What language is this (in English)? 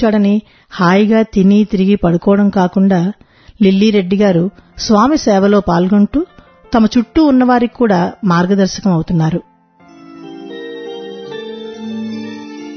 Telugu